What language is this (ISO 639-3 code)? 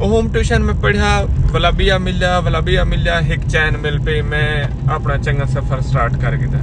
skr